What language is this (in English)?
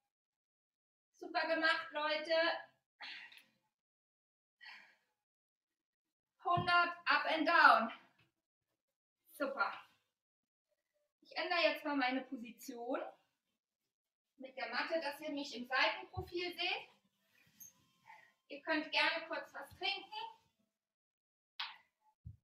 German